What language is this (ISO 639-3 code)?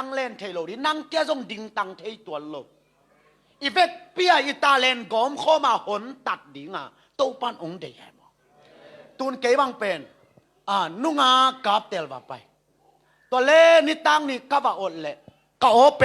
ctd